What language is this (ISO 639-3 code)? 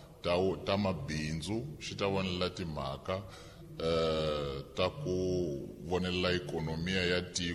tso